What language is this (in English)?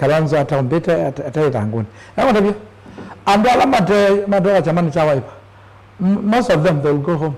Kamba